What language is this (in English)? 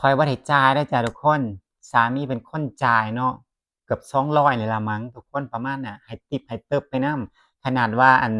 Northeastern Thai